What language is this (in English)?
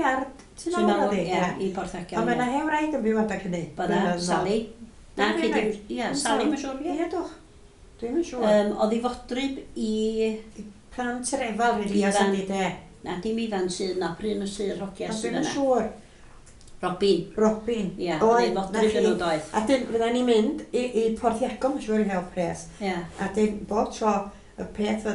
Welsh